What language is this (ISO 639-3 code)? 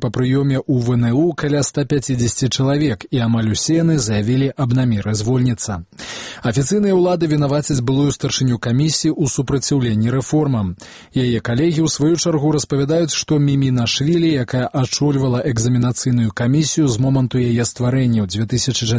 bel